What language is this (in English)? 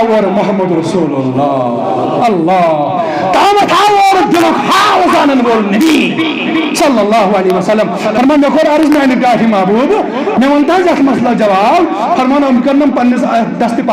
Kashmiri